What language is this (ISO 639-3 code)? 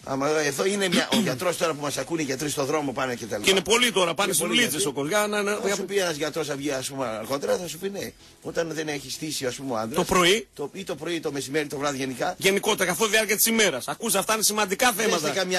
ell